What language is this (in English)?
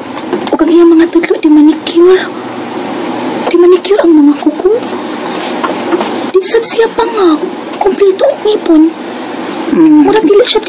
Cebuano